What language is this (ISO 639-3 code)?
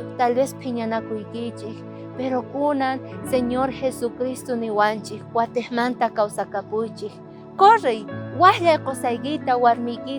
quh